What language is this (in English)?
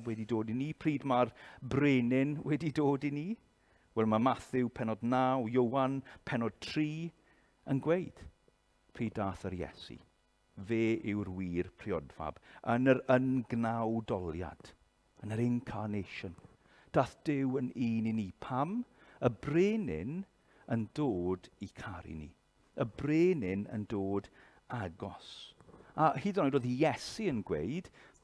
Welsh